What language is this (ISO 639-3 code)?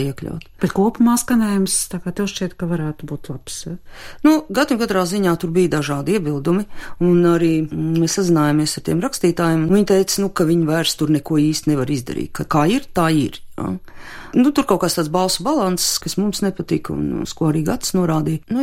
lav